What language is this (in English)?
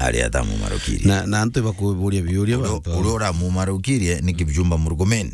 Meru